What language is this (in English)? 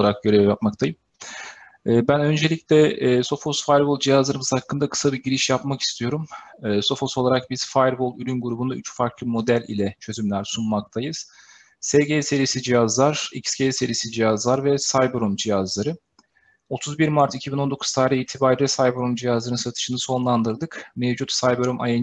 Turkish